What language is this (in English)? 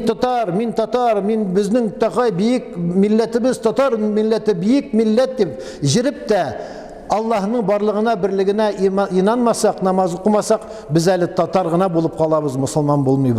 Tatar